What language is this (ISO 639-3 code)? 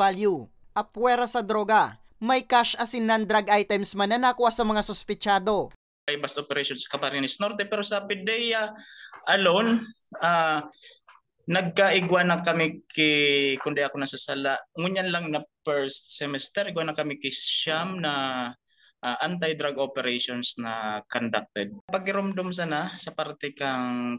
bik